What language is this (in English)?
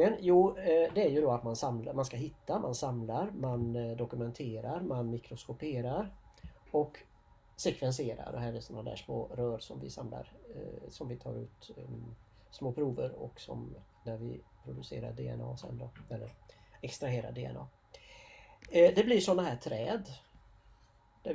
Swedish